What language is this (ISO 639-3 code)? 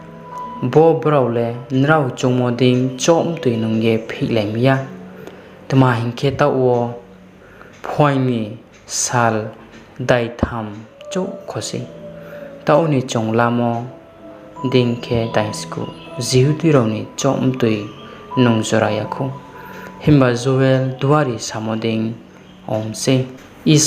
ria